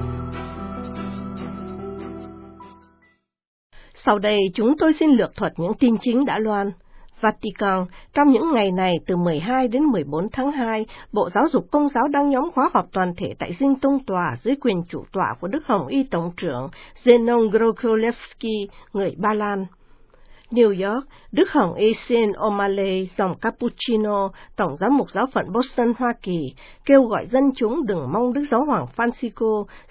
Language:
Vietnamese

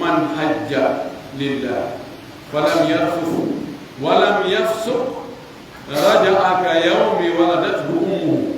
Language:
Pular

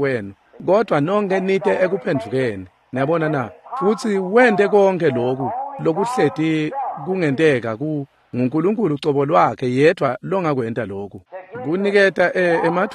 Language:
Swati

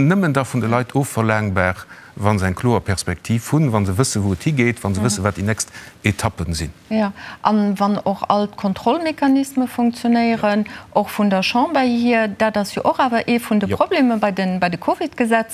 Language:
Luxembourgish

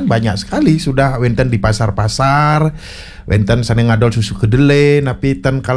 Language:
Balinese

